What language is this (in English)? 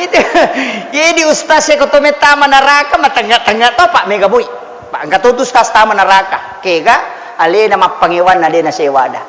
Buginese